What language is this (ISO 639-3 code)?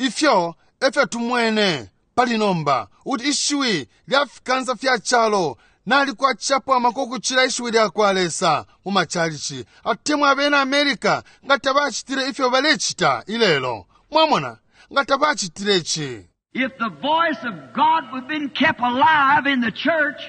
bem